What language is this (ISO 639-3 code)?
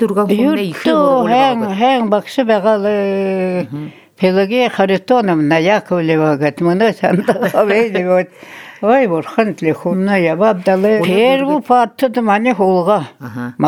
bua